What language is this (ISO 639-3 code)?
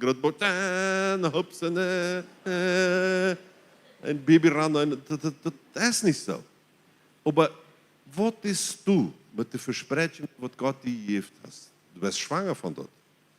pdt